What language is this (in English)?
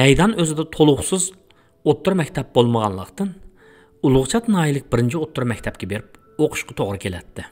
Uyghur